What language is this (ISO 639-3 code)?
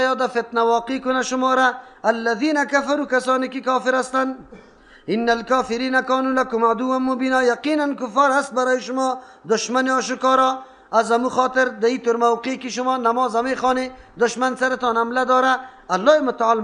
fas